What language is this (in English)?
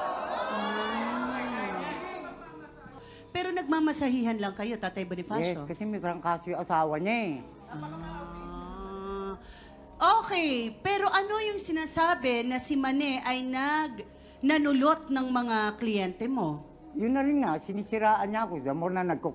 Filipino